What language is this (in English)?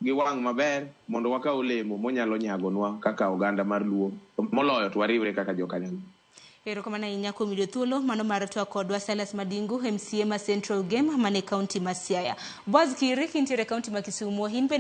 Luo (Kenya and Tanzania)